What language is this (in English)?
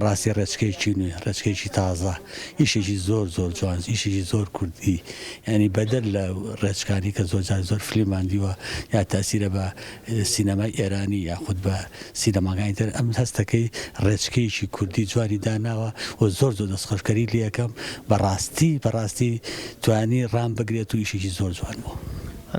Central Kurdish